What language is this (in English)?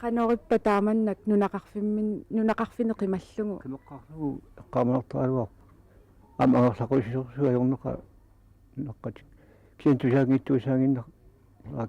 Kalaallisut